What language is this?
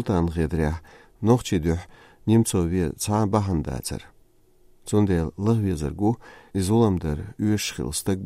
Chechen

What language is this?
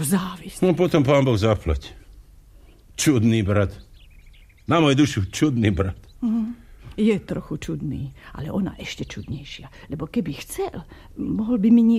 Slovak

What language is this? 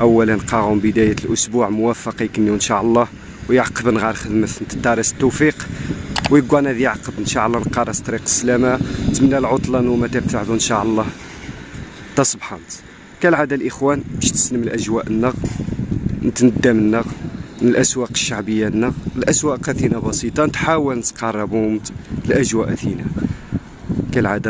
Moroccan Arabic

